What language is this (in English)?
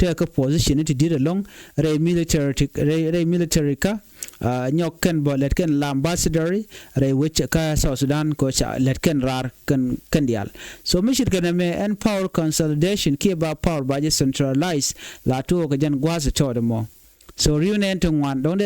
Nuer